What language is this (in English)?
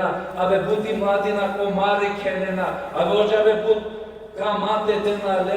Balkan Romani